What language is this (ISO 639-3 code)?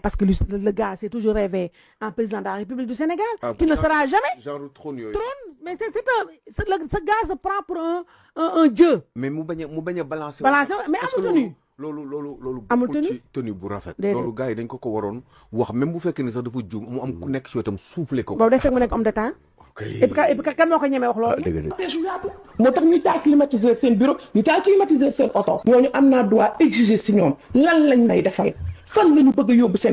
wol